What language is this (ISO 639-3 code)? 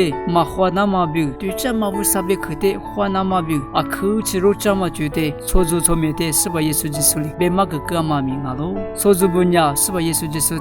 lis